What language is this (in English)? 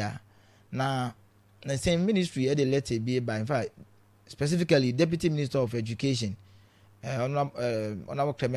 Akan